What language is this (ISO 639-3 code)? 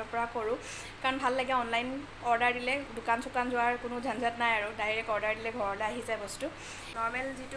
asm